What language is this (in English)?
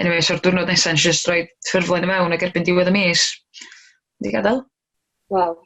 Welsh